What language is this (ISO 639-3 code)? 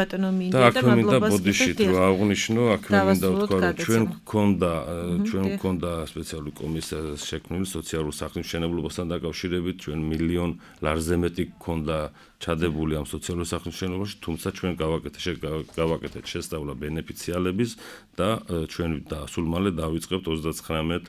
kat